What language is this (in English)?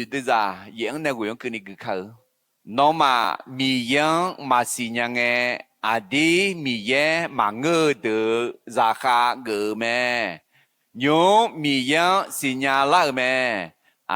Akha